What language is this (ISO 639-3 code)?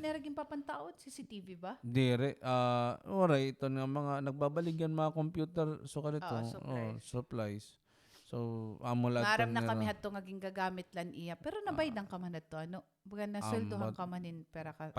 war